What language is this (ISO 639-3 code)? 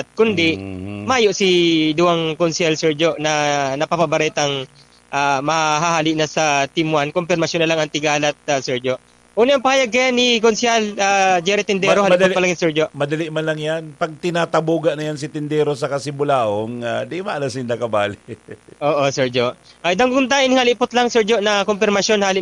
bik